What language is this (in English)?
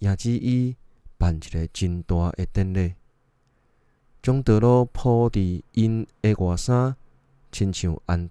Min Nan Chinese